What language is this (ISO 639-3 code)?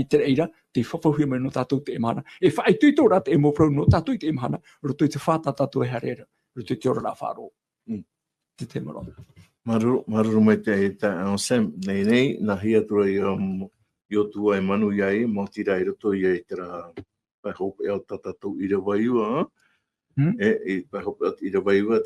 tah